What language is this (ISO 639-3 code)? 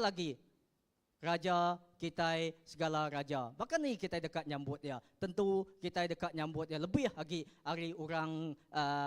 iba